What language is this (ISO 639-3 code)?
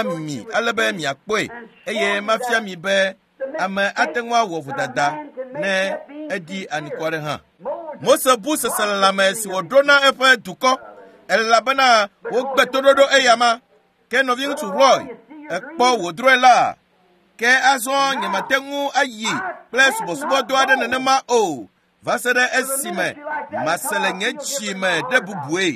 ewe